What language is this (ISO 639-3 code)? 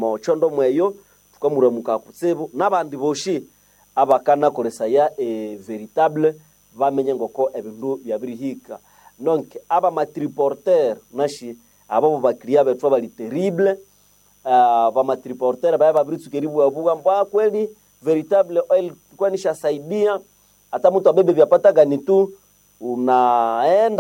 nnb